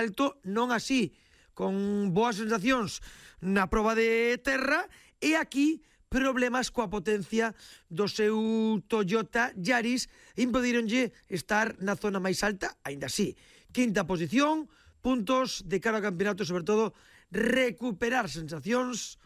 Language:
Galician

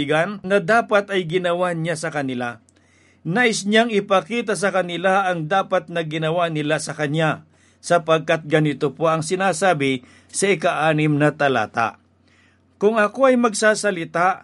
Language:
Filipino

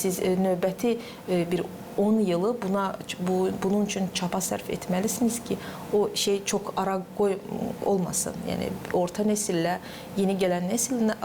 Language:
Gagauz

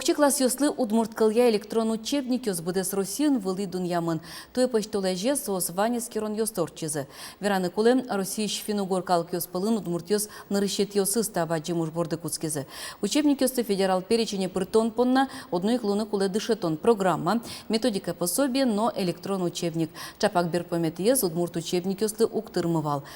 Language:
Udmurt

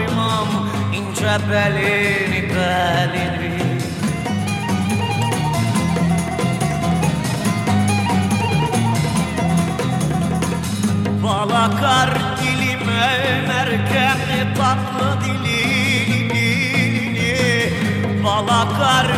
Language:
Turkish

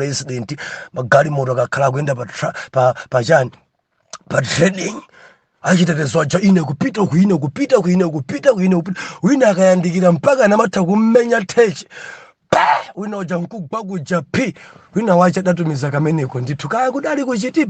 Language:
Nyanja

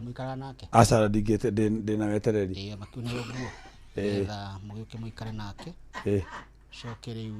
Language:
Kikuyu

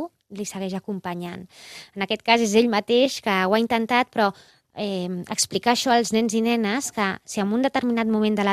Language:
Catalan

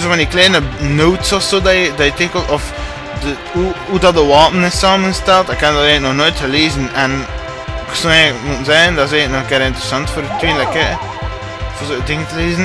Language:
Dutch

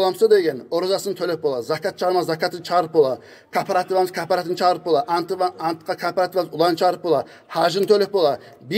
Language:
Kumyk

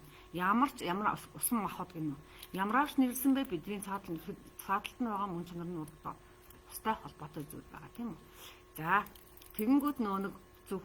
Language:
Mongolian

